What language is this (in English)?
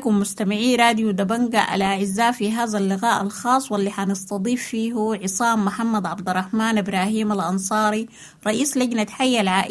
Sudanese Arabic